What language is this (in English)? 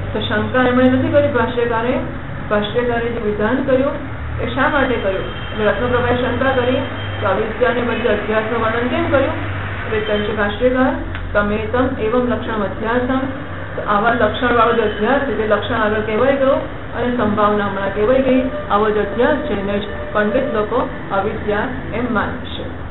Gujarati